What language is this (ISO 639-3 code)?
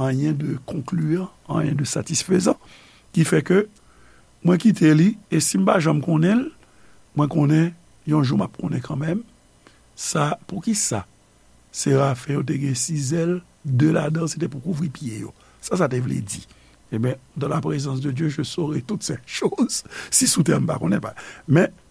hat